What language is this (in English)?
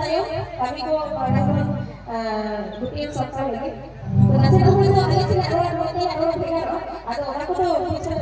Santali